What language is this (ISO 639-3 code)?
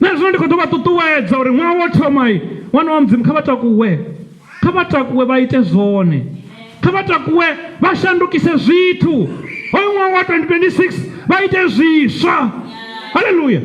ven